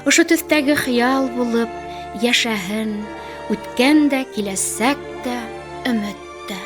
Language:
Bashkir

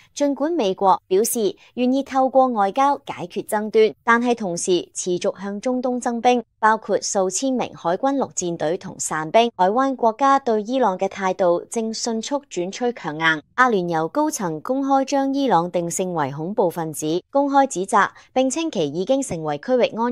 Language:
Cantonese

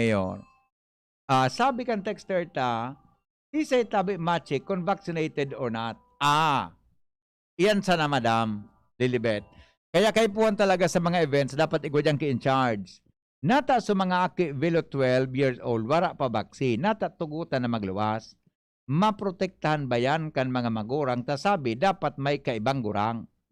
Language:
Bikol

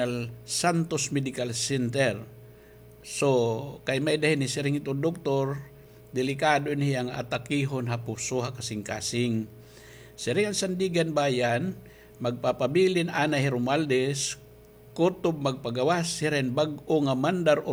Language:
Waray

